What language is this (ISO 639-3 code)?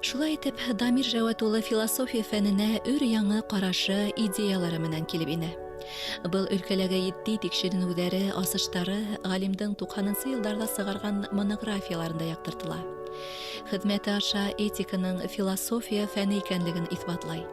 bak